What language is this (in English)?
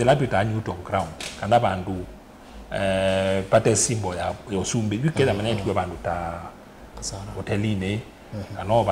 Kamba